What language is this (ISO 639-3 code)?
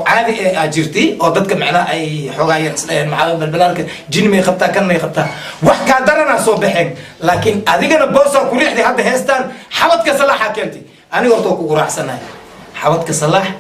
som